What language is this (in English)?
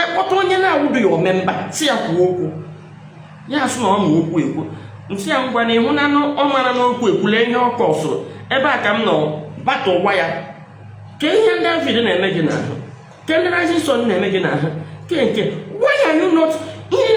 Igbo